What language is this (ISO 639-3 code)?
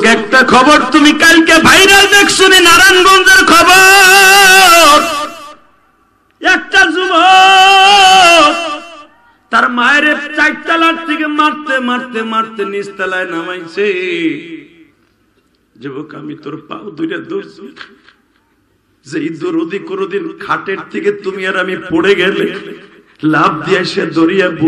ben